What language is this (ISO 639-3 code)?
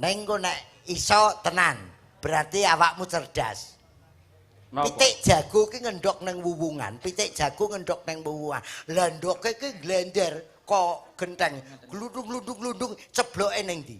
jav